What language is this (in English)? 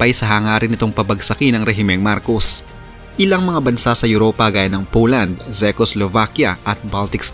Filipino